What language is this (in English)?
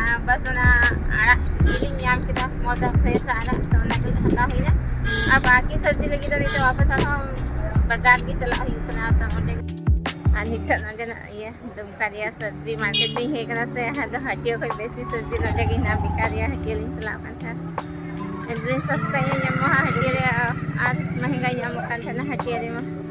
Santali